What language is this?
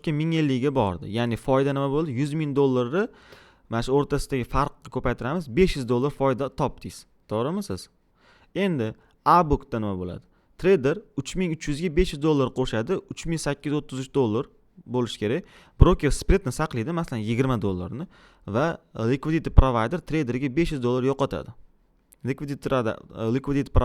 Uzbek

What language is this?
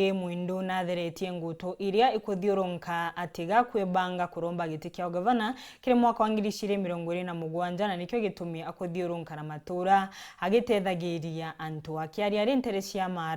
Meru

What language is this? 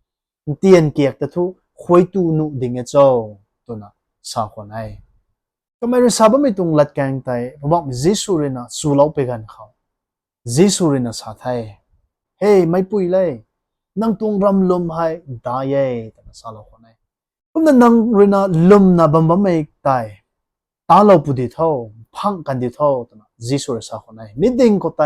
Rongmei Naga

